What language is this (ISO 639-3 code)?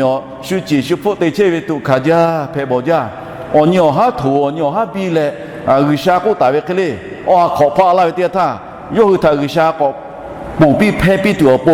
lhu